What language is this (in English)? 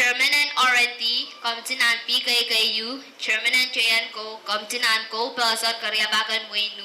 Pohnpeian